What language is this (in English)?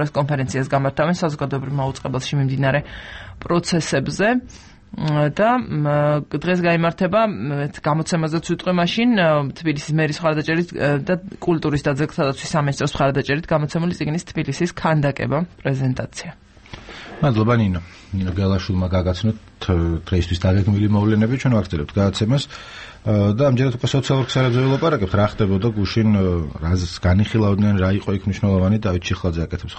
Georgian